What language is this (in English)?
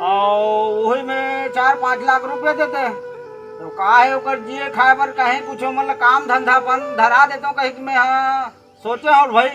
Chhattisgarhi